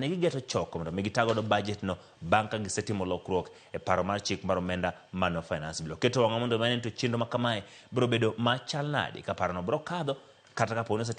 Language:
Luo (Kenya and Tanzania)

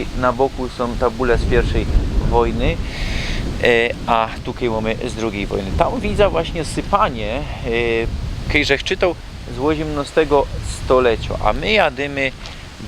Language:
Silesian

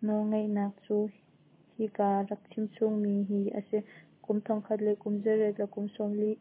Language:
Hakha Chin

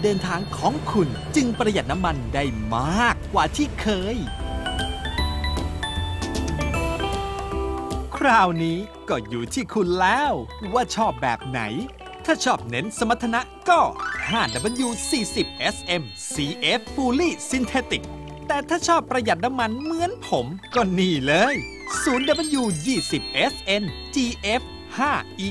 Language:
Thai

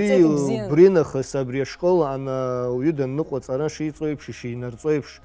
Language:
Abkhazian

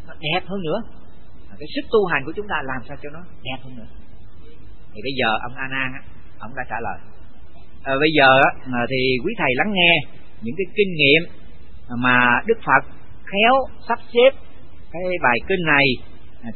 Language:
Vietnamese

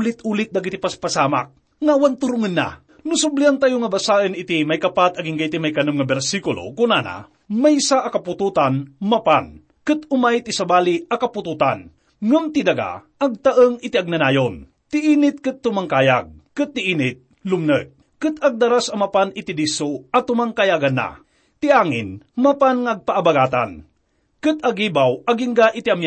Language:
Iloko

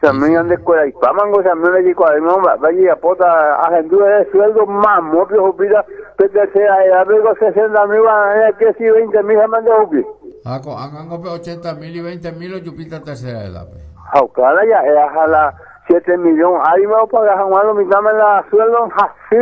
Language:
Guarani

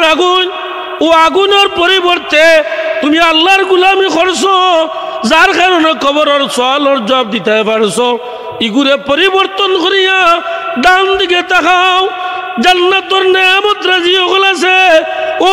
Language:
Sylheti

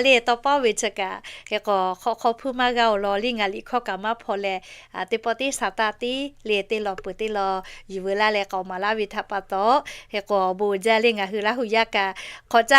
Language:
Lahu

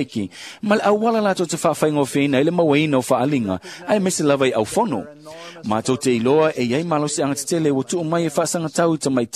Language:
Samoan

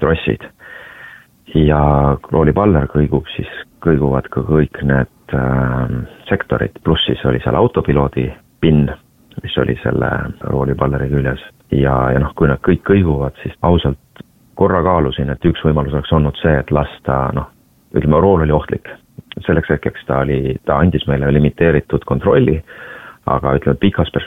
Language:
Estonian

